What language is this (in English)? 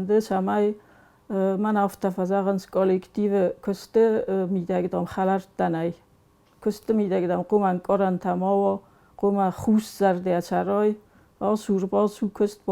Ossetic